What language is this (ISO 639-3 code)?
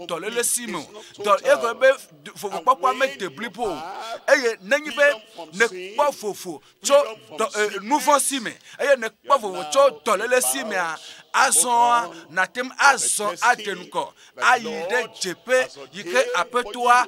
ewe